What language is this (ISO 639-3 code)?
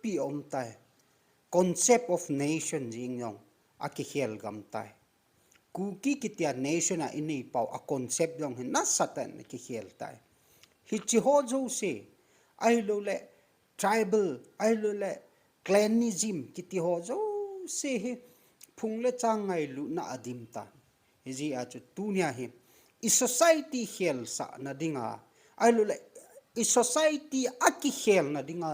tcz